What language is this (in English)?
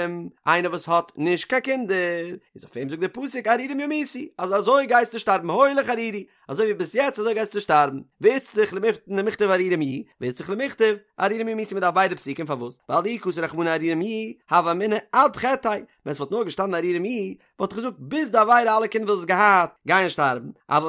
Yiddish